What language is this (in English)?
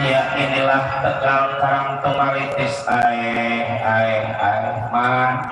Betawi